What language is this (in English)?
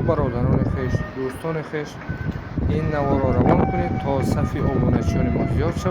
Tajik